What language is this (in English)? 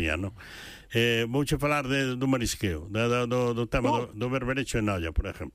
Galician